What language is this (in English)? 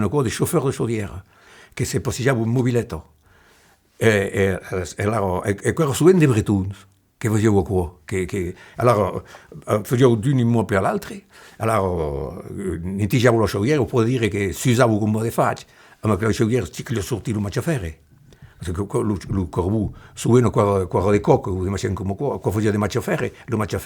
Occitan